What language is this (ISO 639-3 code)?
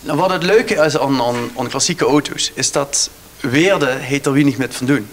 lim